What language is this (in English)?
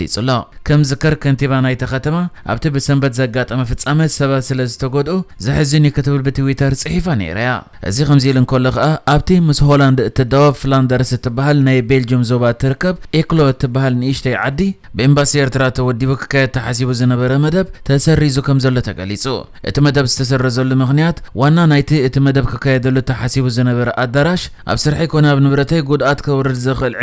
Tigrinya